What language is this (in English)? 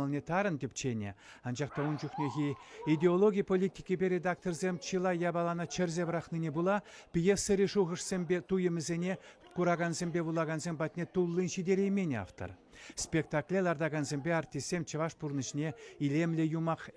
Chuvash